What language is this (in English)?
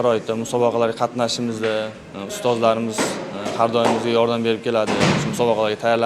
Uzbek